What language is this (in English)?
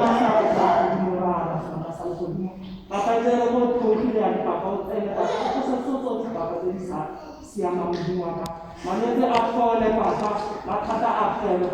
Tswana